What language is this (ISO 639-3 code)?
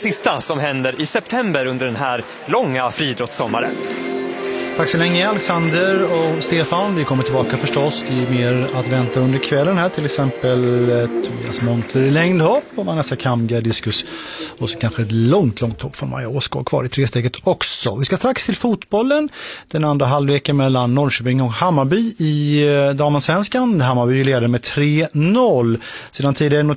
swe